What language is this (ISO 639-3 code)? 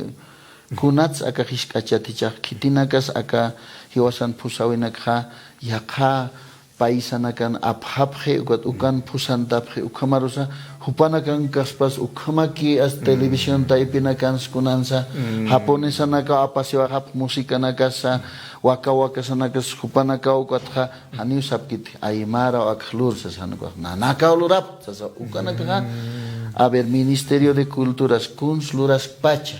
aym